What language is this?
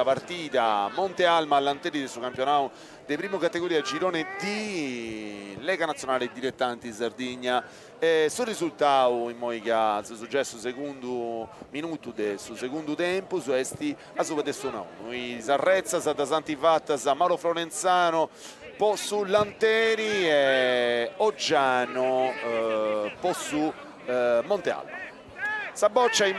Sardinian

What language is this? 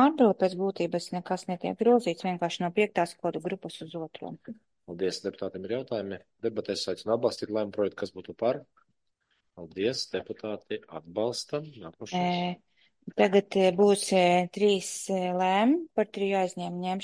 Latvian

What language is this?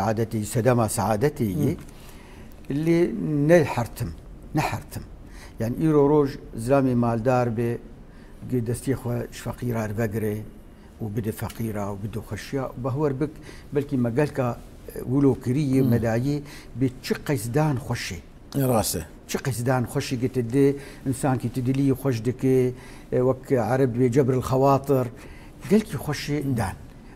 Kurdish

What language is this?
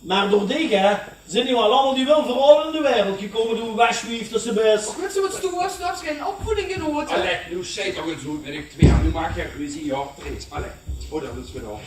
Limburgish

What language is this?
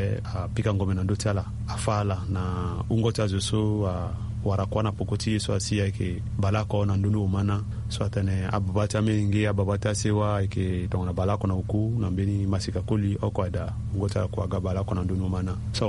Sango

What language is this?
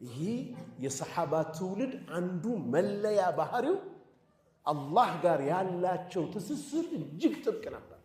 Amharic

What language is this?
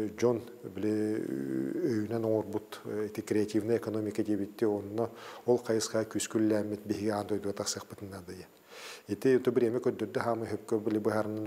Yakut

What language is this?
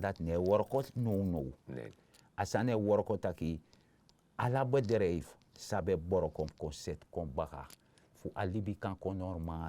Sranan Tongo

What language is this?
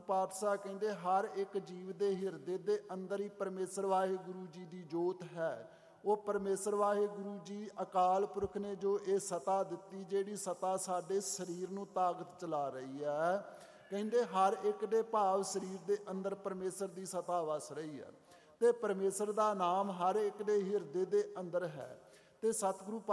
Punjabi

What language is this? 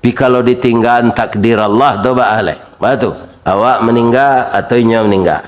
Minangkabau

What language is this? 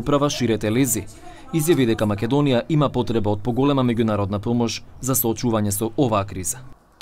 Macedonian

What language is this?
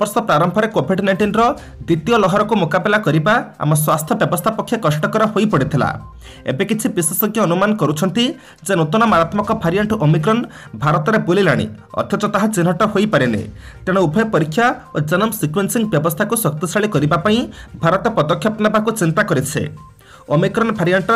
Odia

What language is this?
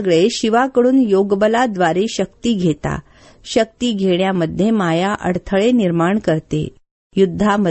Marathi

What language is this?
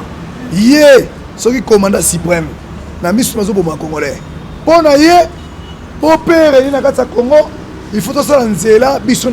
Lingala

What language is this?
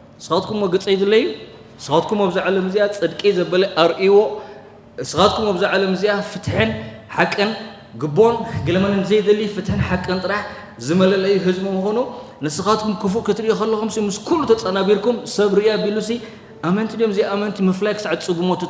Tigrinya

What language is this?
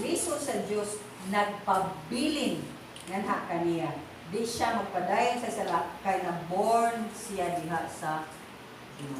Cebuano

